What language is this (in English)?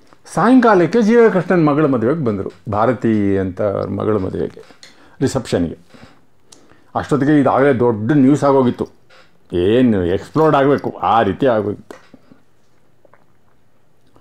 Kannada